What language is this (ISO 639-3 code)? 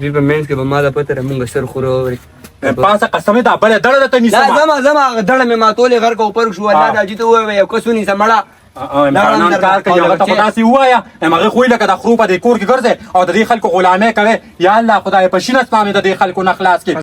pus